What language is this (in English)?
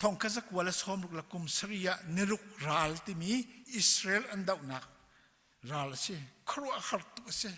Hakha Chin